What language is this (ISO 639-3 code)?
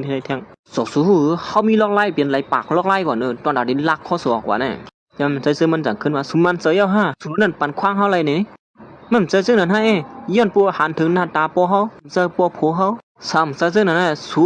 shn